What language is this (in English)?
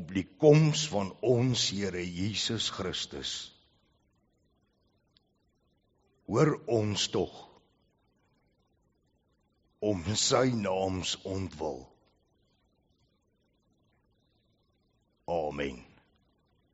Afrikaans